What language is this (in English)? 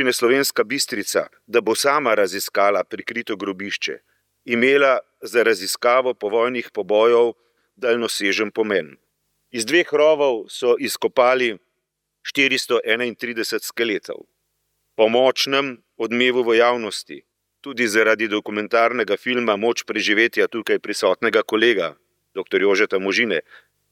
Slovenian